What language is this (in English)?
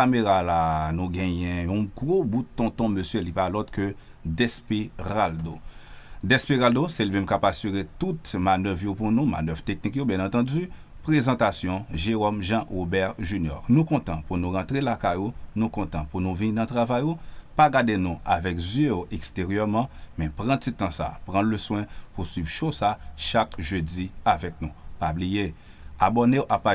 Haitian Creole